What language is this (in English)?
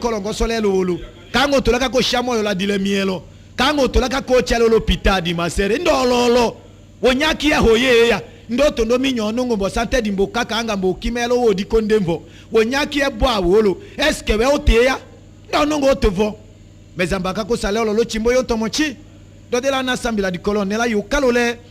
Tetela